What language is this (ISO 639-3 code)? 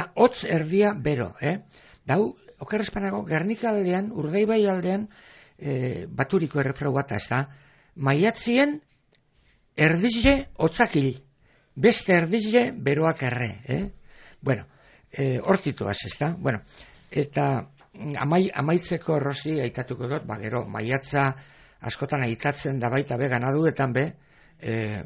eus